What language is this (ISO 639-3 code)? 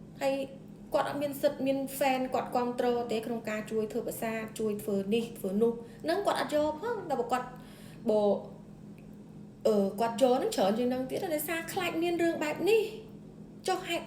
khm